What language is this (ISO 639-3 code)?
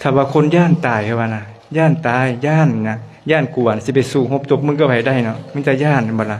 lao